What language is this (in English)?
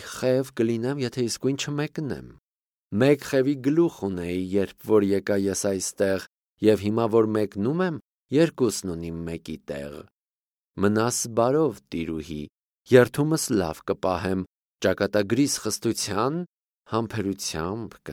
Armenian